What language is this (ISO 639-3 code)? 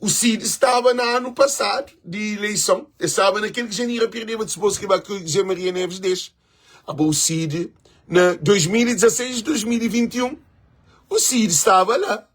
kea